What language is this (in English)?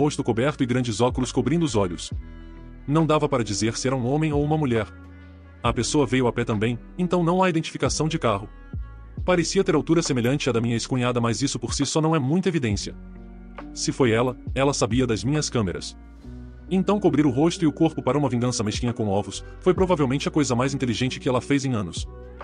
Portuguese